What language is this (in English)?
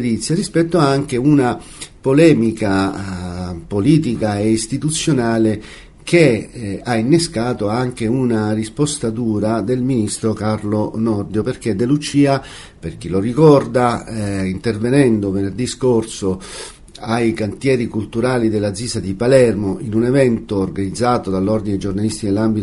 Italian